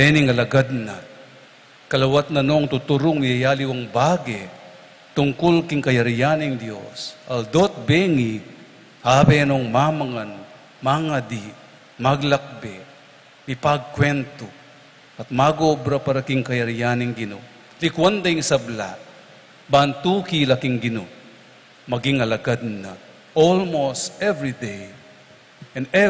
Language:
Pampanga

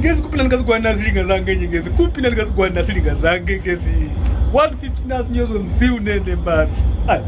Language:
Kwangali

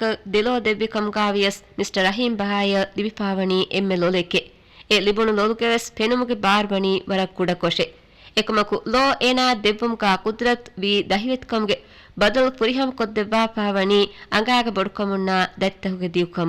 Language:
Divehi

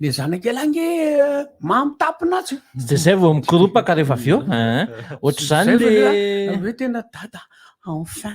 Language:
Malagasy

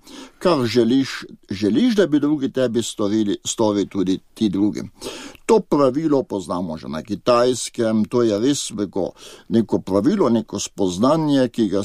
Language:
Slovenian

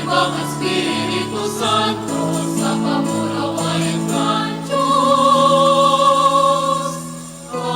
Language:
Bikol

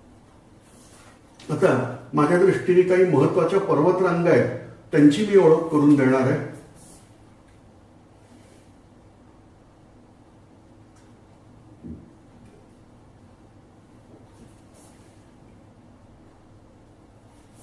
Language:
Marathi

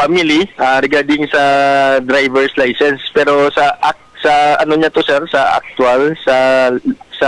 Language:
Hiligaynon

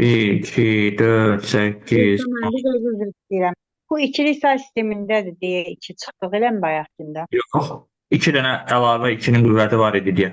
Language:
Azerbaijani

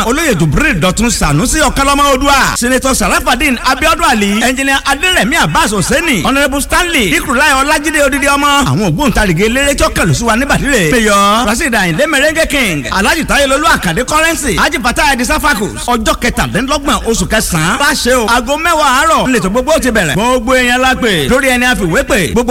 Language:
Yoruba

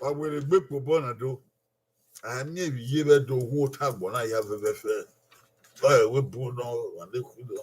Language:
Bini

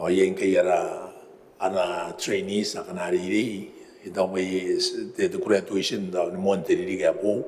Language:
Gilbertese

